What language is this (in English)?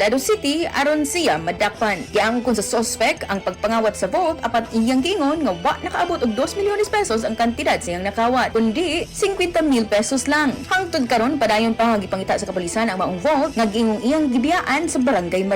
Cebuano